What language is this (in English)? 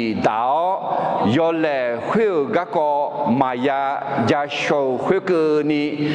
Akha